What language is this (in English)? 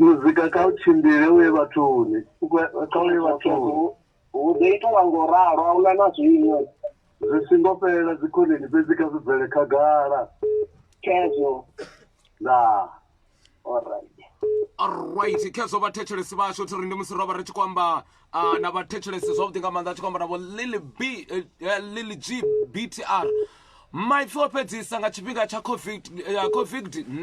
Venda